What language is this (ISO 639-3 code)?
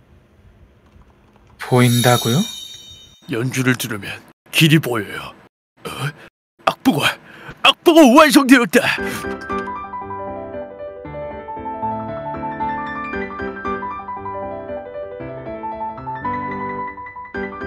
kor